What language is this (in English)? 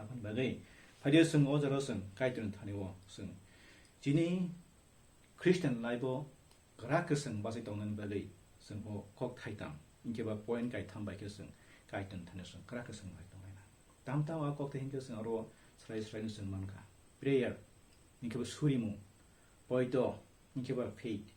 Kok Borok